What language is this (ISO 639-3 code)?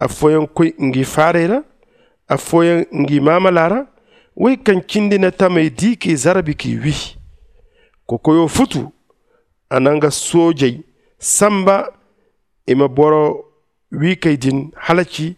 dje